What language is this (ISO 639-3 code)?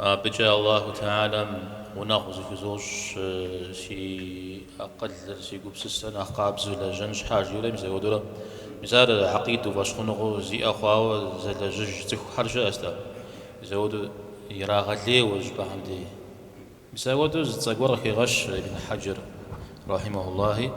kbd